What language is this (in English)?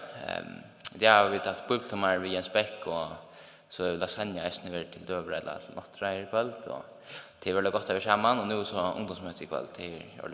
Faroese